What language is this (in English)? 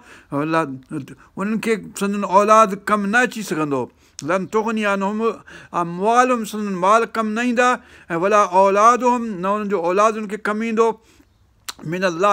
Sindhi